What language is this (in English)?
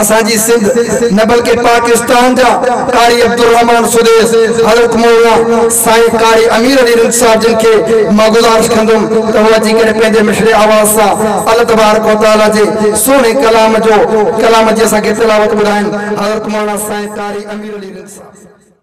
Sindhi